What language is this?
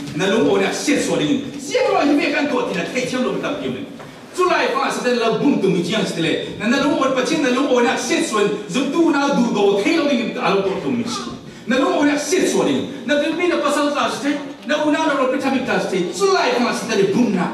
Falam Chin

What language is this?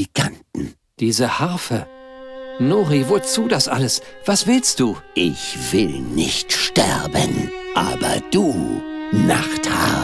Bavarian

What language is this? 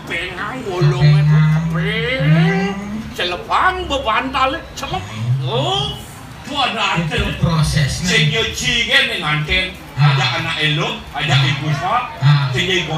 Balinese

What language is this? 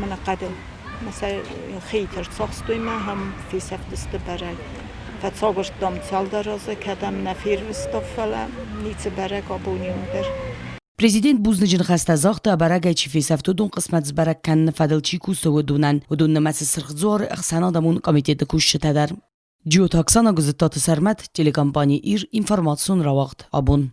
Ossetic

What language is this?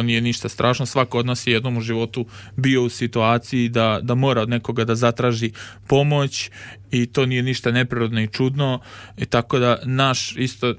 Serbian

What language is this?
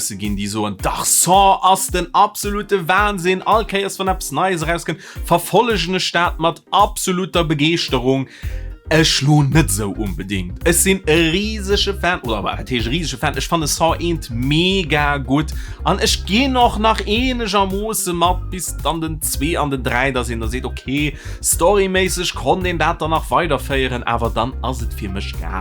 Luxembourgish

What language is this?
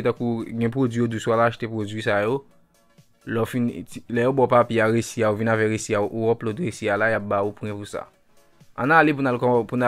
Haitian Creole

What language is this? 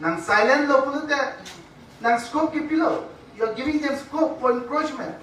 Karbi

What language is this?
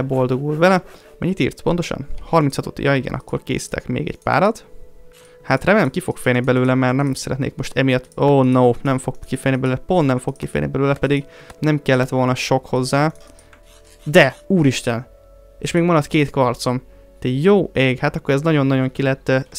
Hungarian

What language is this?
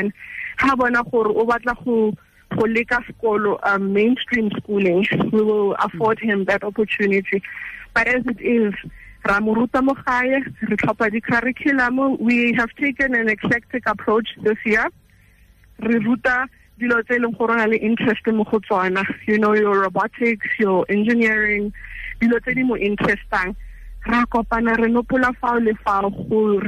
Tswana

